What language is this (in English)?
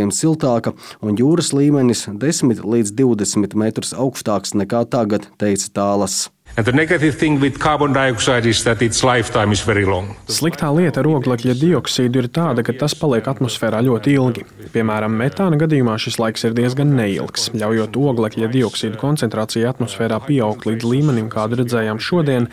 Latvian